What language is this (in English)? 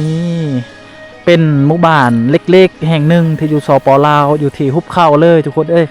Lao